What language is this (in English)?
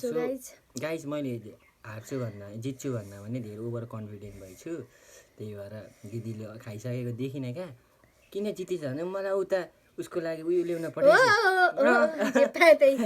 Nepali